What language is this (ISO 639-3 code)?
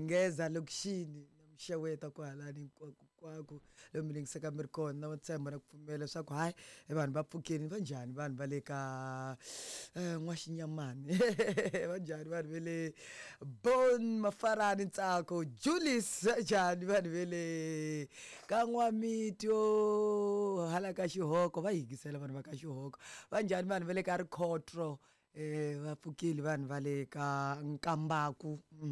tso